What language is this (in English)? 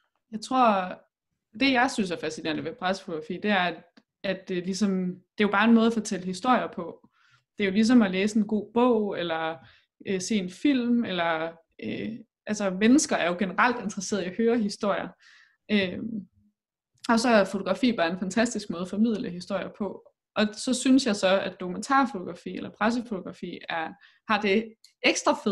Danish